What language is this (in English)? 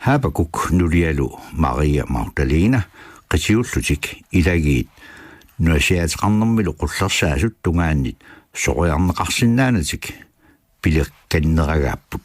Kalaallisut